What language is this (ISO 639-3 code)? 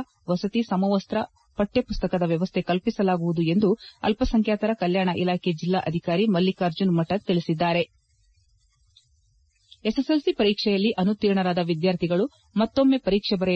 kan